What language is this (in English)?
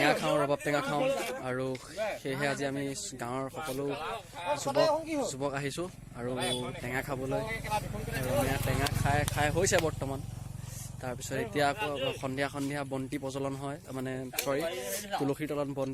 Assamese